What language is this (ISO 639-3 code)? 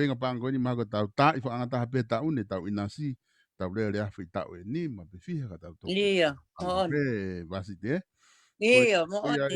ton